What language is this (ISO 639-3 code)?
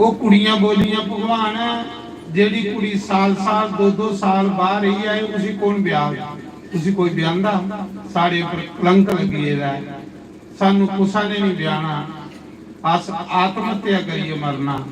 doi